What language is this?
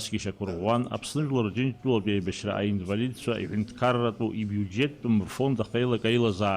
Abkhazian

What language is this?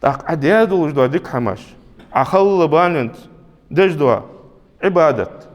Ingush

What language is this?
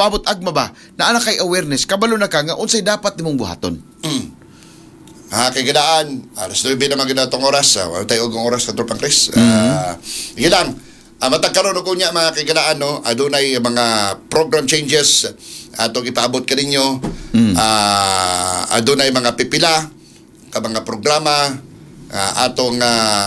Cebuano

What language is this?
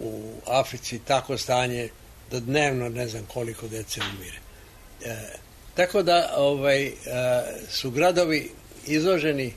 Serbian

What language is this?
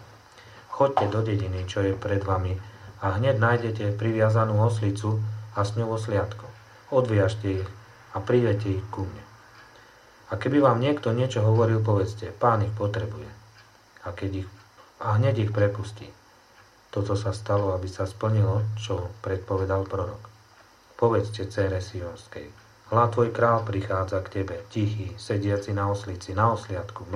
Slovak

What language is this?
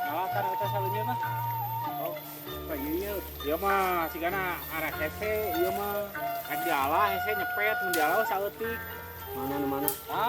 Sundanese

